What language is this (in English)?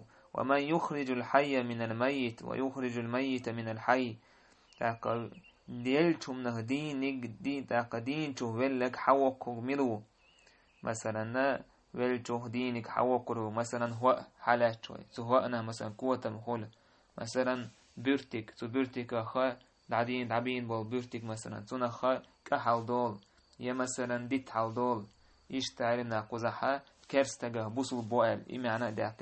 Chechen